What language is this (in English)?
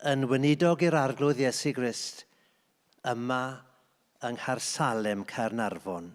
Welsh